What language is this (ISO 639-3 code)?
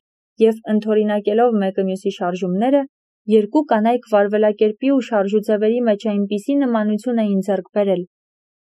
hye